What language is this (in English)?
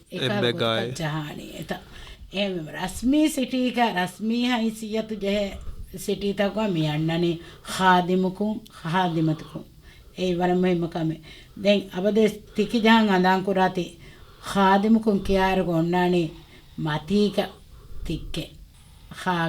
Divehi